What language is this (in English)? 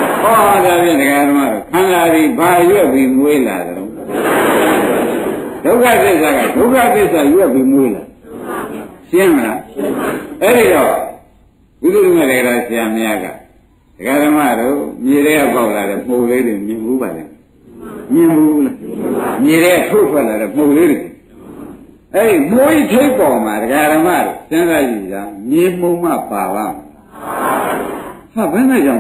Burmese